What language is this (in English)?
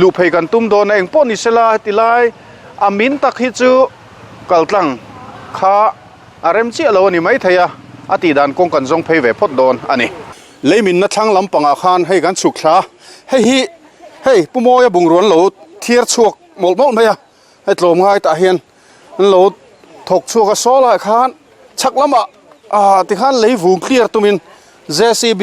Mizo